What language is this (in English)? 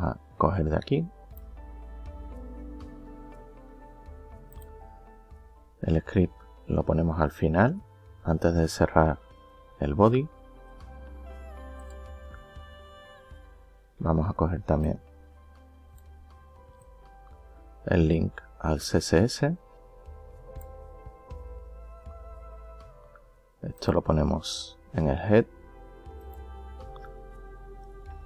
Spanish